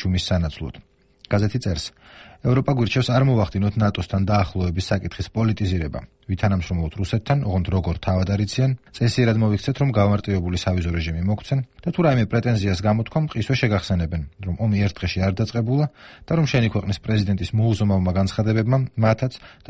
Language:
Georgian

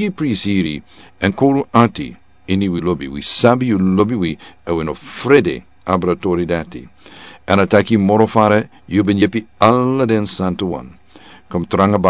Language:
Sranan Tongo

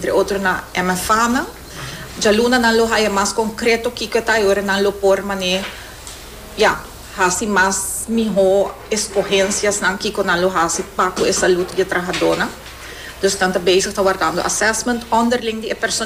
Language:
Papiamento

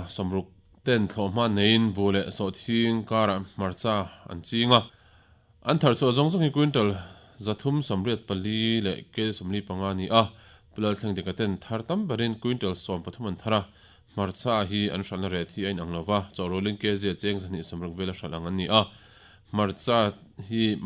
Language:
Mizo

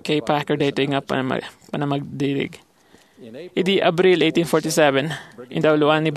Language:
Iloko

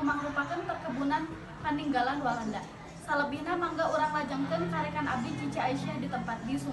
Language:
Sundanese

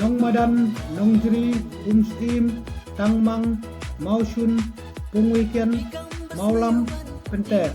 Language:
Khasi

